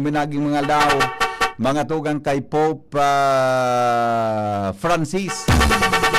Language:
Bikol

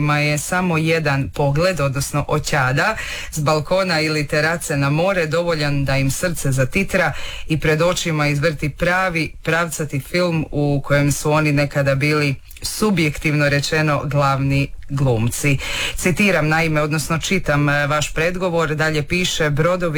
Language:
Croatian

